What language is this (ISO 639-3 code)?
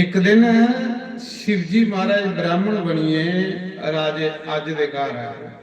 doi